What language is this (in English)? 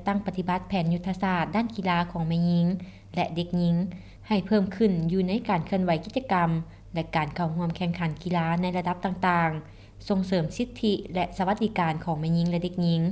Lao